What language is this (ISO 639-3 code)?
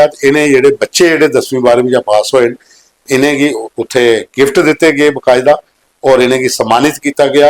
doi